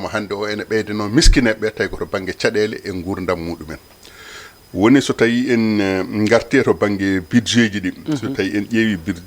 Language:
Fula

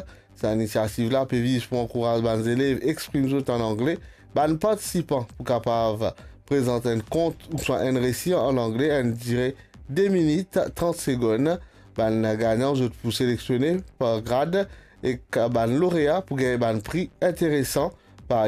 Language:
Morisyen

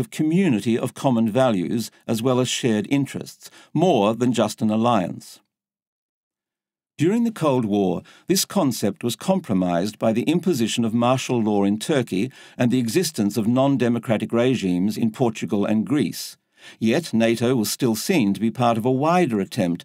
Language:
English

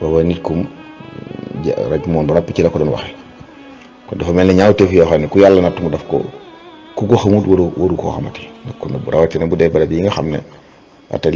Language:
Wolof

